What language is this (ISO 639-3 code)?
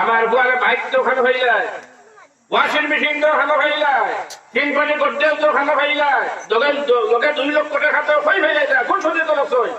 syl